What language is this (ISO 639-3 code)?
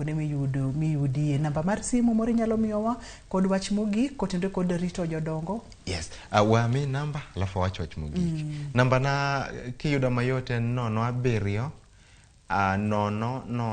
luo